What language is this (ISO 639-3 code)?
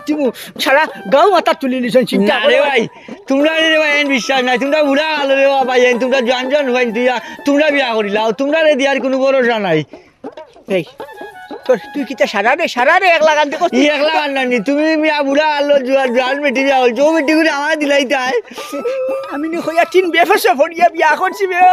syl